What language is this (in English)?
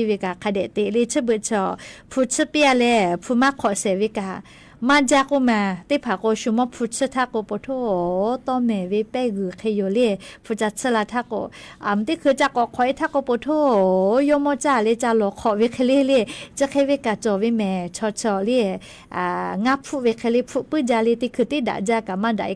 Lahu